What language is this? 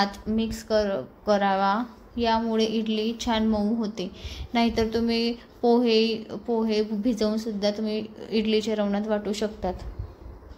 Marathi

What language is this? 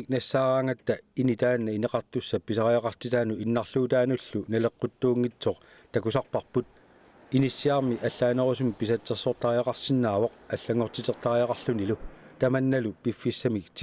Kalaallisut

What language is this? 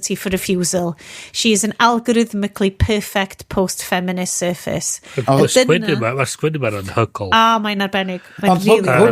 Welsh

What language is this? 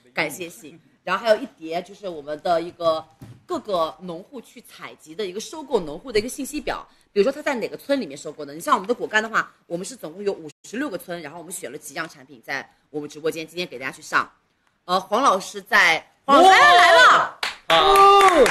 Chinese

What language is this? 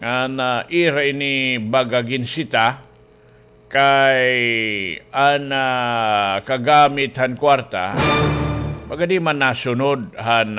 Waray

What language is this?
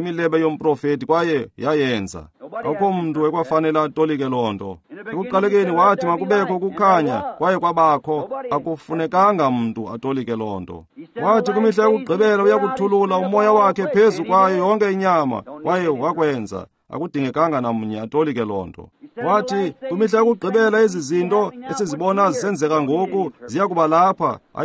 Xhosa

